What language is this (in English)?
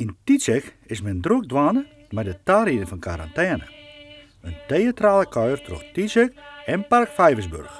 Western Frisian